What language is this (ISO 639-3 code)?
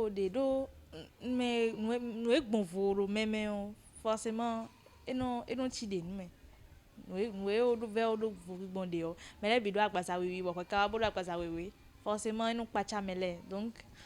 fon